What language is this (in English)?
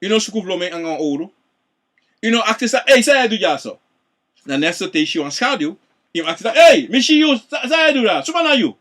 Sranan Tongo